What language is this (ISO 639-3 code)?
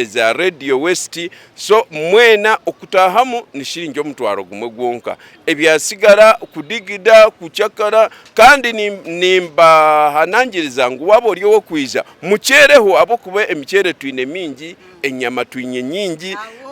nyn